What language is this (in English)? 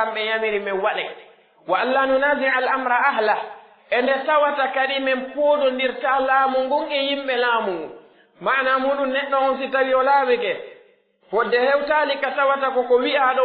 Pular